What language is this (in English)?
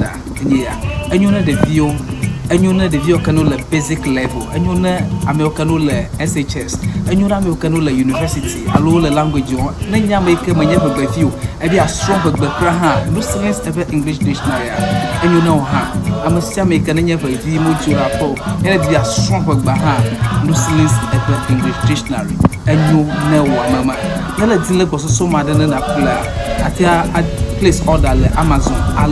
Ewe